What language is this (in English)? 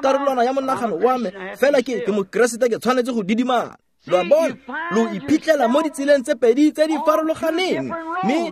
Tswana